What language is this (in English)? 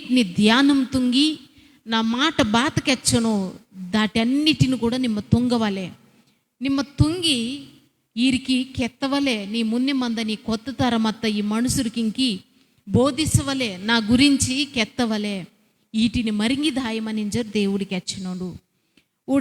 Koya